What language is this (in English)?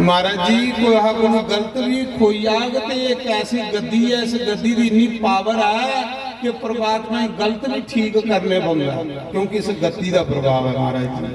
Dogri